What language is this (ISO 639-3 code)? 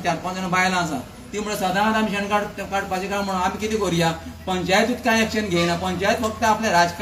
kok